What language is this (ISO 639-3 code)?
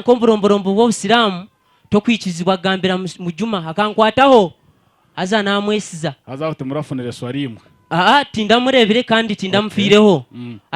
nyn